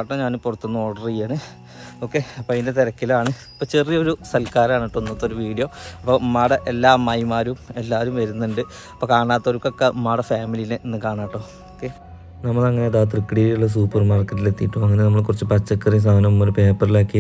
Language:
Malayalam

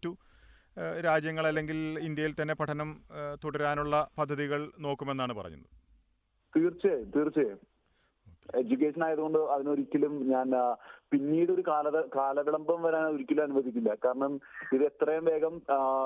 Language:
Malayalam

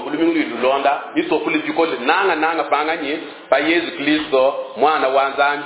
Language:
Luba-Lulua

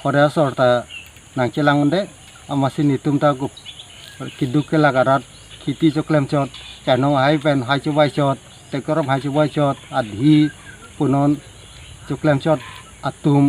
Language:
Karbi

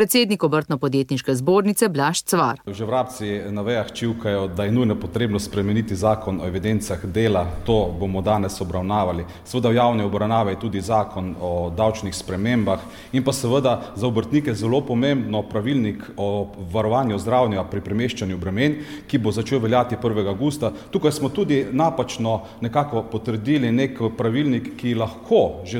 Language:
Slovenian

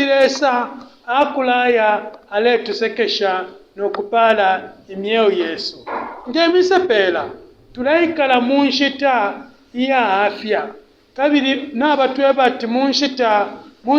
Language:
Bemba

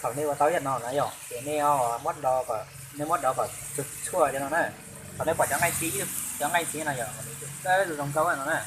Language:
Hmong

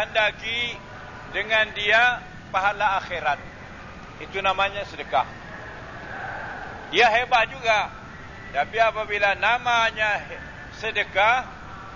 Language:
Malay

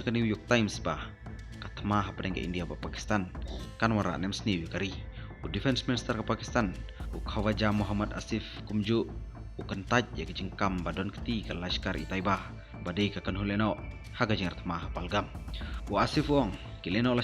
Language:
Khasi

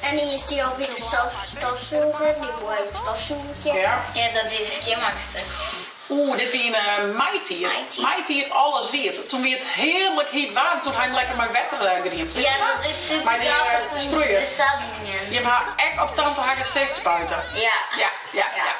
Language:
Western Frisian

